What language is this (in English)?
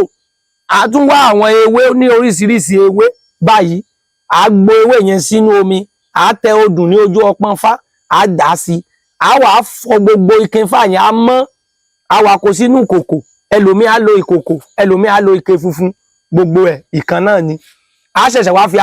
Yoruba